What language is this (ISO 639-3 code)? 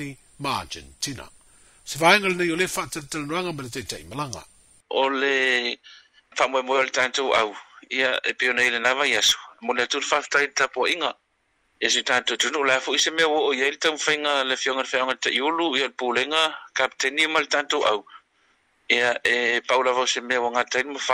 smo